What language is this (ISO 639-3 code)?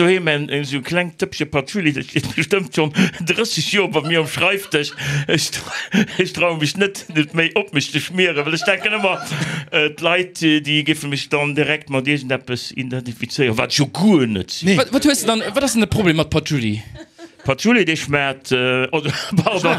ltz